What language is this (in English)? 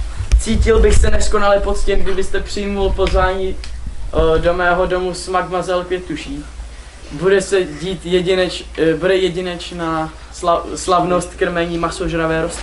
Czech